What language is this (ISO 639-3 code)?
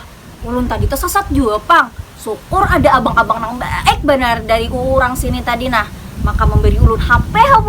bjn